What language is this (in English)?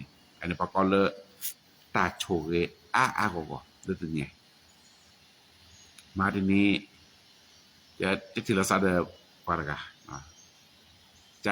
S'gaw Karen